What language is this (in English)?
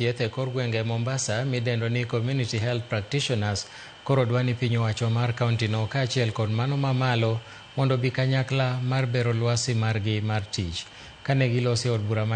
Luo (Kenya and Tanzania)